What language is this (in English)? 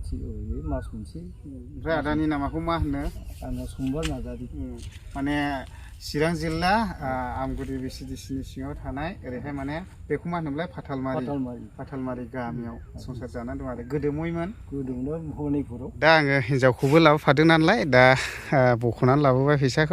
Bodo